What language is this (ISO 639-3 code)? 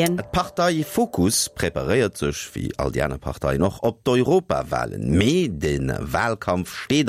ltz